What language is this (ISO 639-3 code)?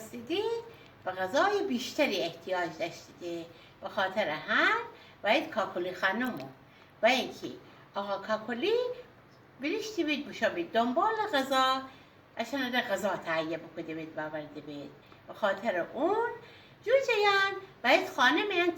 glk